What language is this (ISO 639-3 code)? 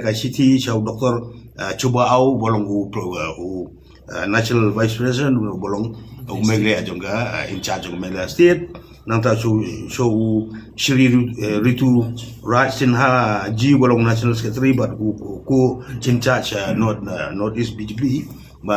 kha